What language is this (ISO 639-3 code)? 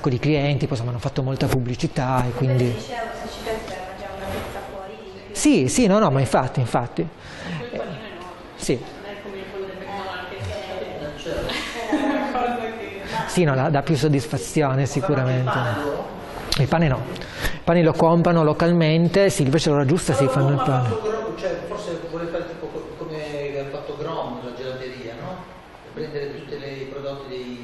ita